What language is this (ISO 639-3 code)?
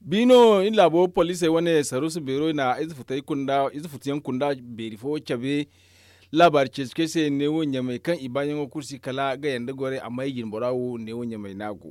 dje